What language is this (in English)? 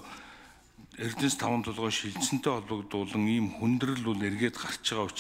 Mongolian